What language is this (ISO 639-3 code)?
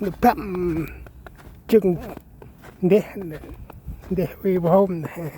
cmo